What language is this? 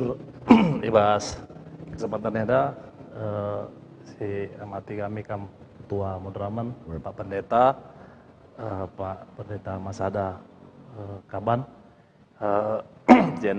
Batak Karo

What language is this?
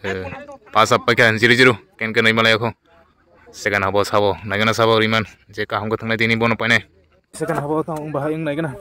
Kok Borok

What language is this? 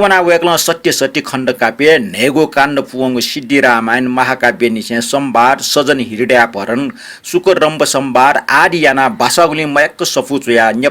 Newari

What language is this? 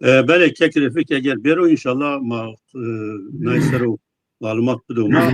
Zaza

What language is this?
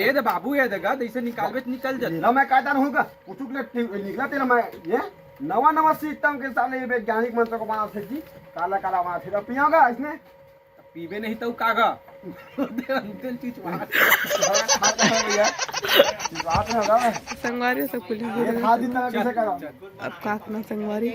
Chhattisgarhi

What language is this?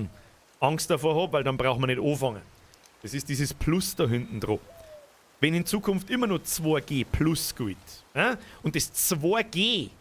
Bavarian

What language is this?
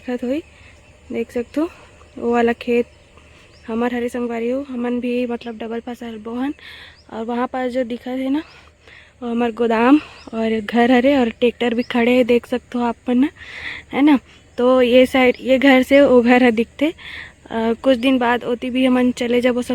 Chhattisgarhi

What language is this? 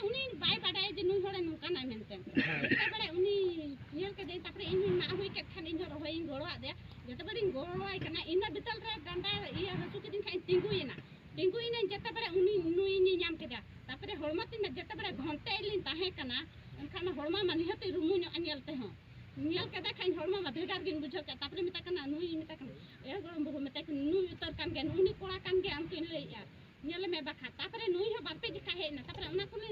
Santali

